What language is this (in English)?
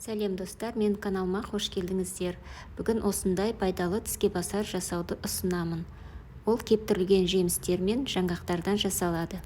Kazakh